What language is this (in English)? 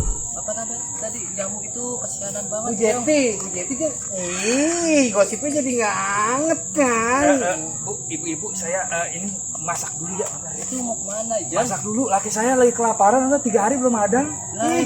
Betawi